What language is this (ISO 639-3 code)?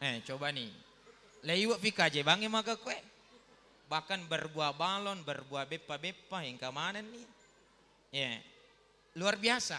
bug